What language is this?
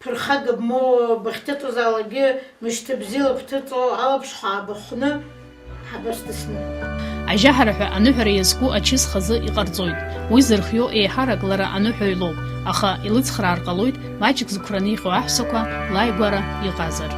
Abkhazian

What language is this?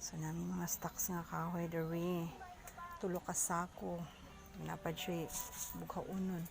Cebuano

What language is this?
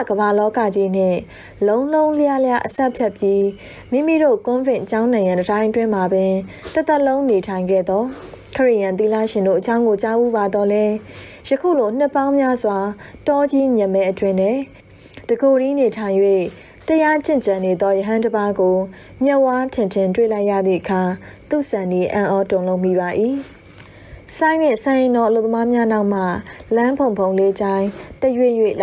Burmese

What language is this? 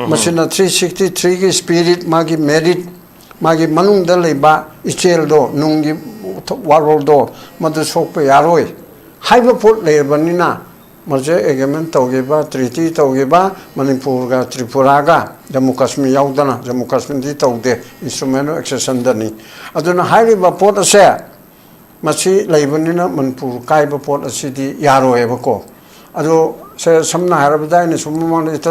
Manipuri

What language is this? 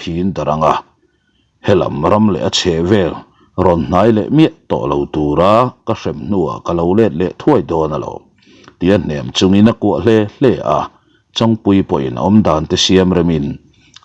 Mizo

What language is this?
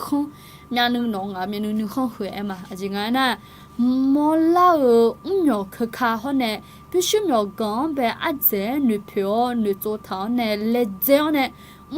Akha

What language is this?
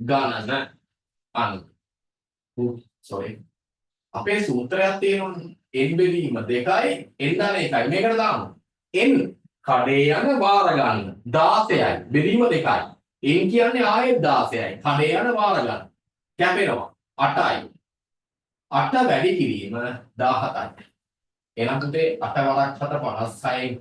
Sinhala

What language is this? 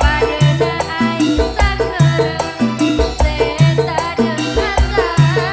Madurese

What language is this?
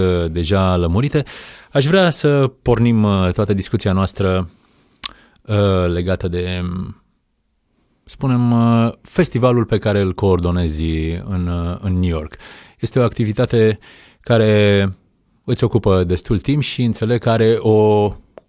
Romanian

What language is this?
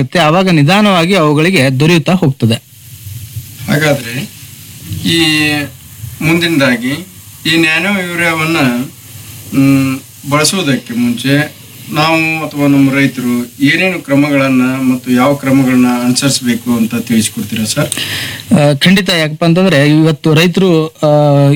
Kannada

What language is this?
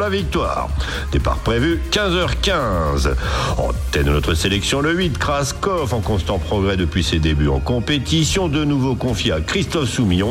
French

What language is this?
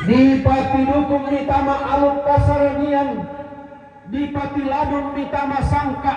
Toraja-Sa'dan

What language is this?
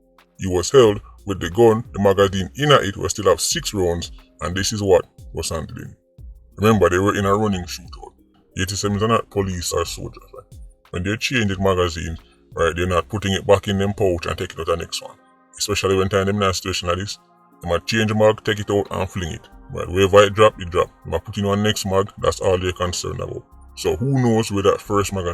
Jamaican Creole English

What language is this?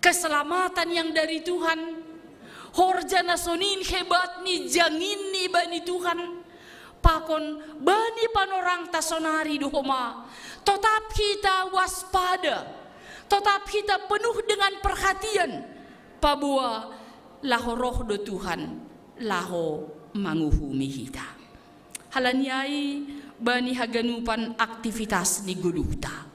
Batak Simalungun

